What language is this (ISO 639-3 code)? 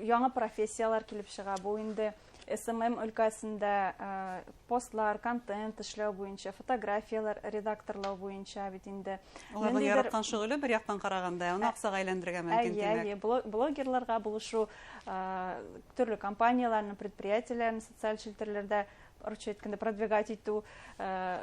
bak